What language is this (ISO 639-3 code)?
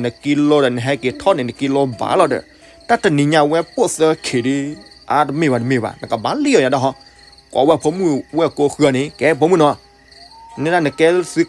ksw